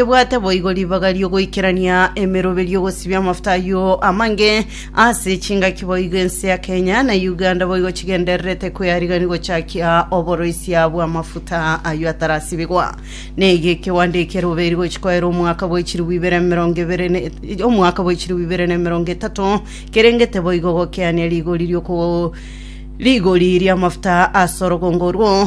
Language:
Gusii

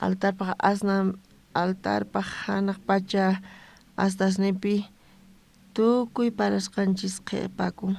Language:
South Bolivian Quechua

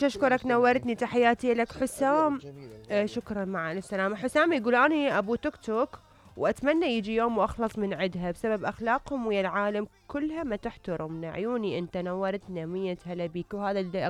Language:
Mesopotamian Arabic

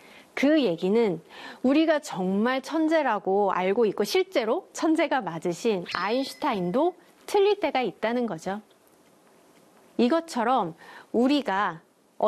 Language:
Korean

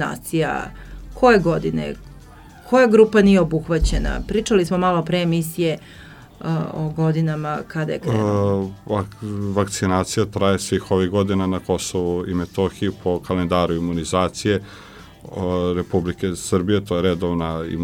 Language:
Serbian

